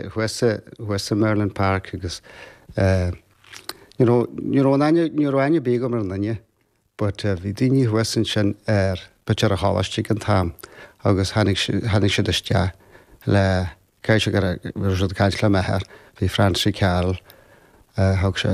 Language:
Irish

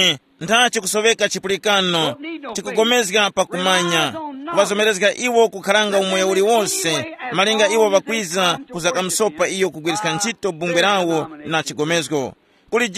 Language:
Tumbuka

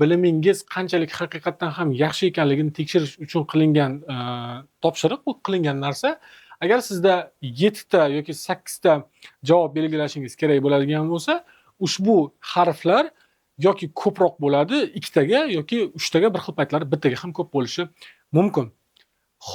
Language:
Uzbek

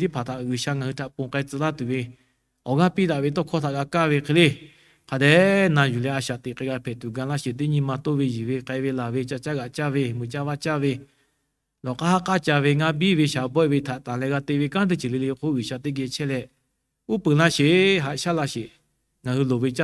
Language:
Lahu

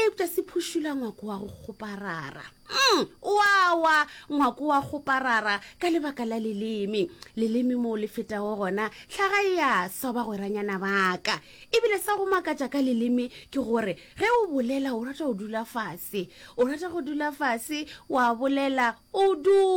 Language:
Northern Sotho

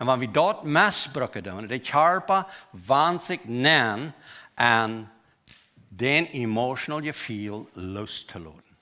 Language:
Plautdietsch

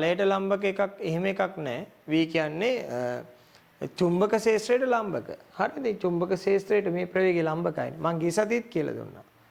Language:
Sinhala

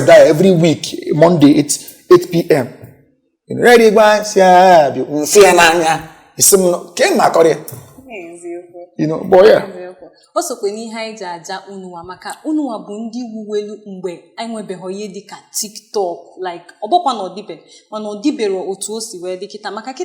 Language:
Igbo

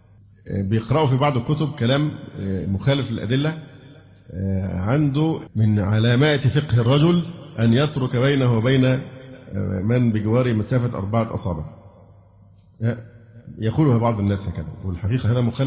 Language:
Arabic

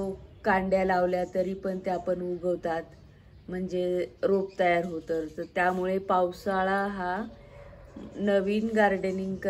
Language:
Marathi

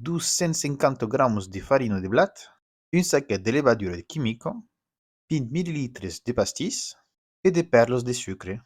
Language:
Occitan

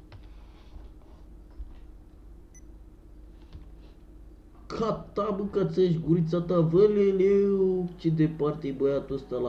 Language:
Romanian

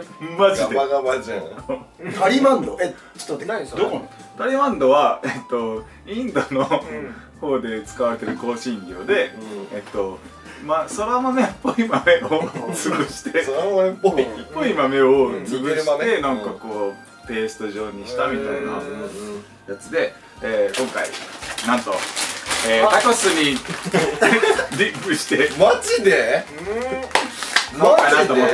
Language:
Japanese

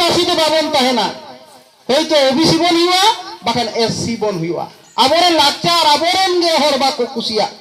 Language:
Santali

